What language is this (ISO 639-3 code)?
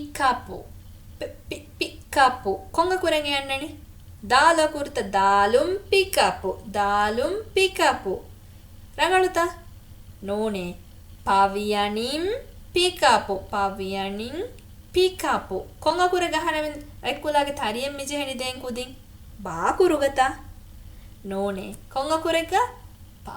div